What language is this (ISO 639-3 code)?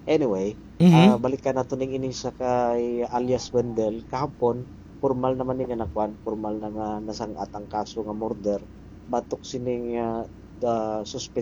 hil